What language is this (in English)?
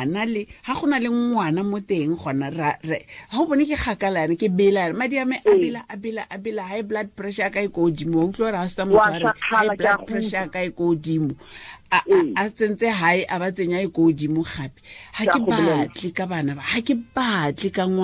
Tswana